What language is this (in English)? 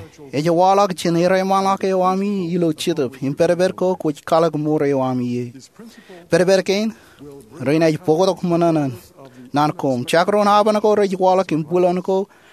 Marshallese